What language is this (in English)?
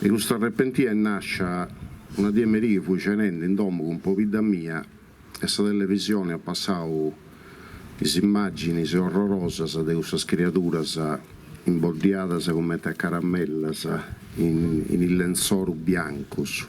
Sardinian